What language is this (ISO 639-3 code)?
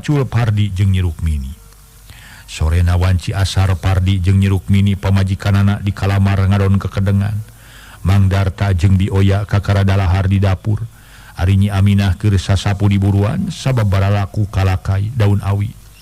sun